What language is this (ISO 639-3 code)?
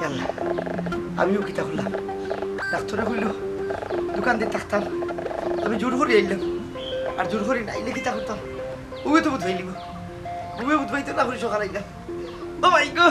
syl